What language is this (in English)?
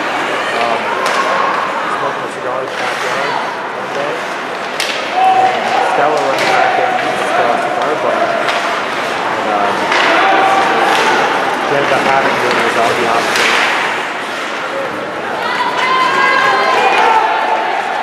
English